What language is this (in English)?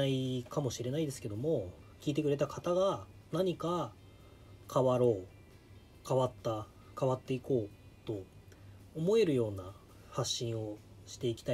Japanese